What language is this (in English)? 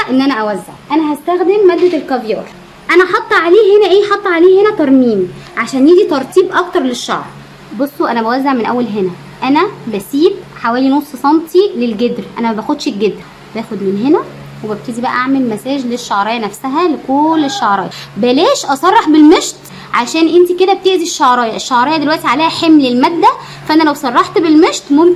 Egyptian Arabic